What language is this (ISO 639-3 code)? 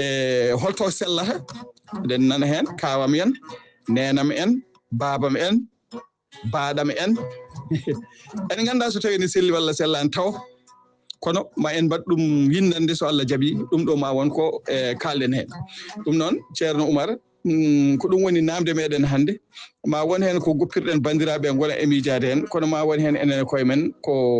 ful